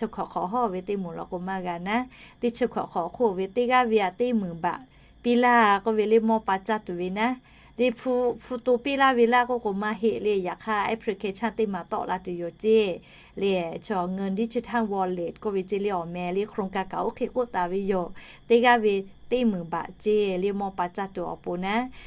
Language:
Lahu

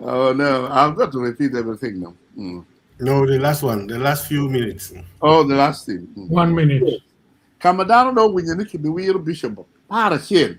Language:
Acoli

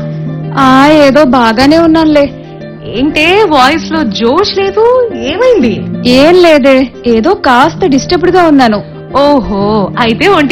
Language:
Telugu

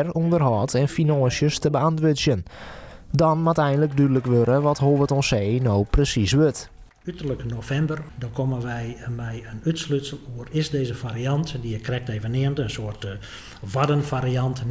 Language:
Western Frisian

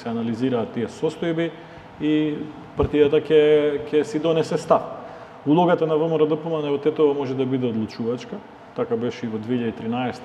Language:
Macedonian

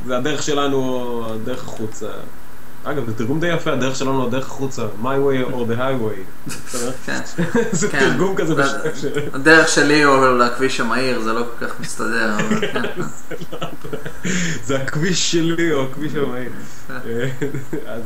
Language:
Hebrew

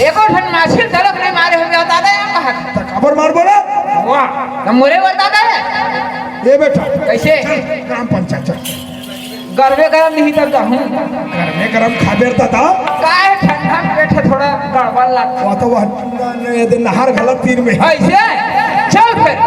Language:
Chhattisgarhi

